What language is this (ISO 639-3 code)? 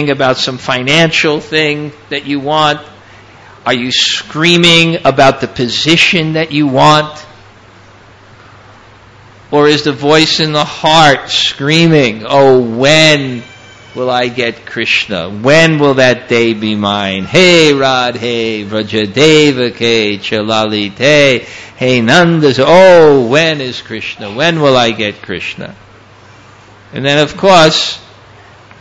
eng